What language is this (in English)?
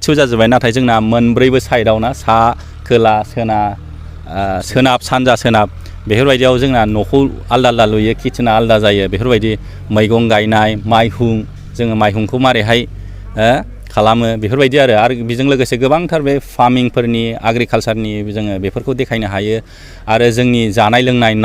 Bodo